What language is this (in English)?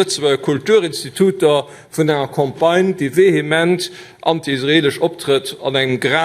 Luxembourgish